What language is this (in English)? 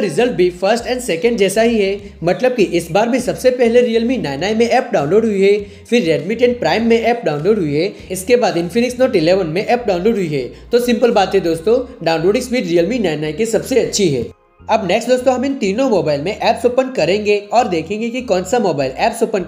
Hindi